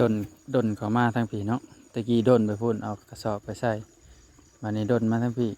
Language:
Northeastern Thai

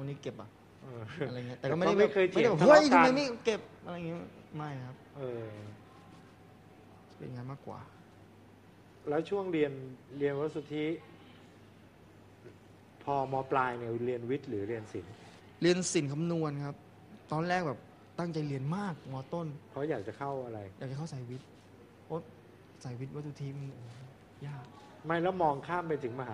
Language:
Thai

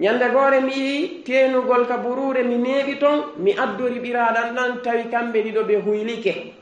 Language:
Fula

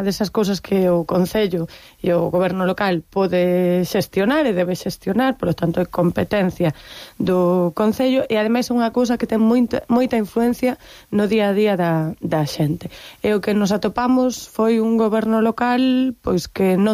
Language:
Galician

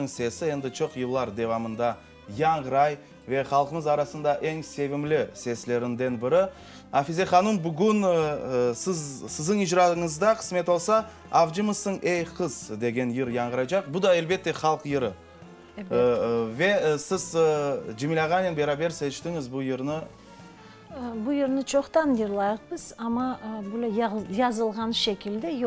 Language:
Crimean Tatar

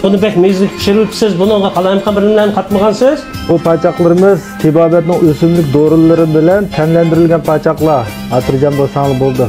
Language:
Uyghur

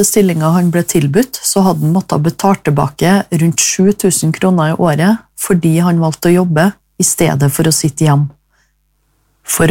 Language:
Norwegian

